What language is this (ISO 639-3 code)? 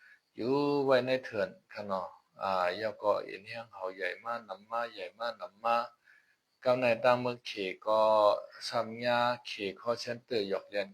shn